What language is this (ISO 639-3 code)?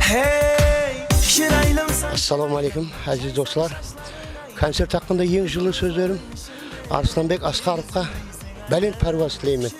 kaa